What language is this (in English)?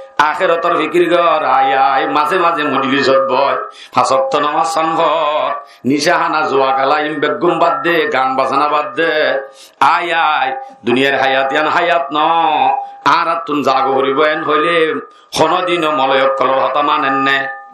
Rohingya